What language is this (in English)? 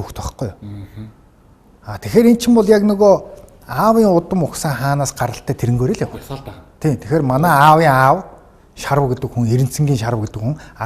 Mongolian